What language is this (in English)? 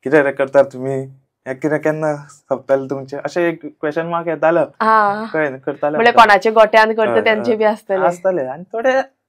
Konkani